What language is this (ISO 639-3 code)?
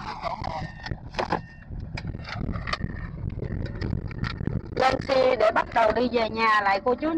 vie